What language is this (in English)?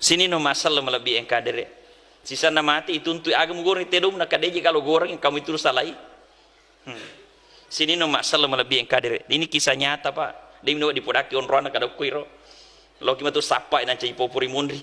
Buginese